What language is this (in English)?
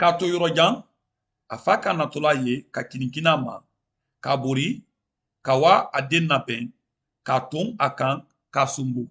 Mandingo